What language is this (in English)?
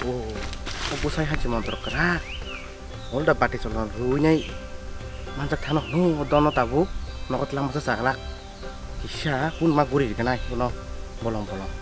Kok Borok